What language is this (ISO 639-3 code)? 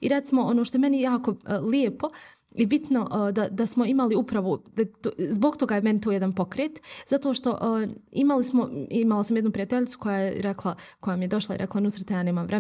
bos